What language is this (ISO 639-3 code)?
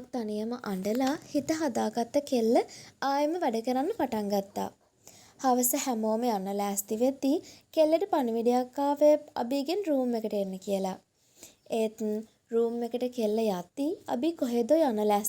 sin